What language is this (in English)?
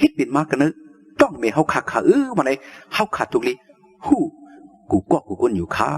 Shan